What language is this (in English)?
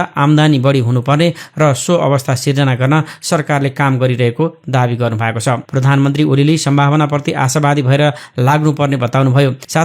Nepali